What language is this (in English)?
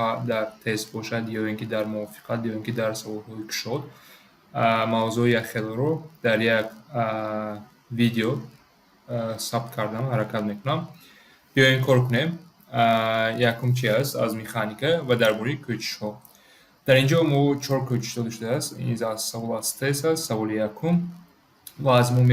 Tajik